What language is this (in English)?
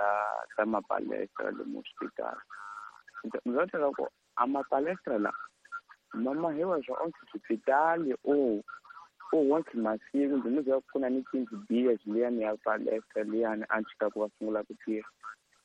Tsonga